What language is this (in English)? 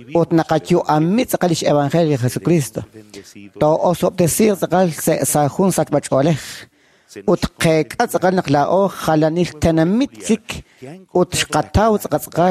Kekchí